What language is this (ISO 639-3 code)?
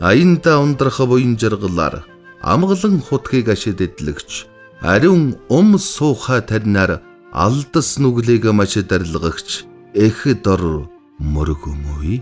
mon